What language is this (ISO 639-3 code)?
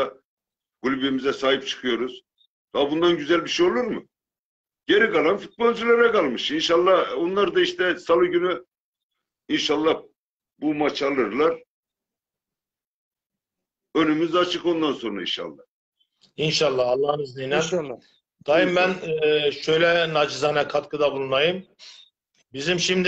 tur